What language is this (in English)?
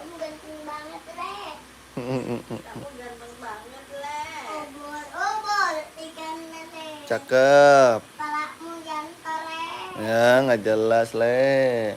Betawi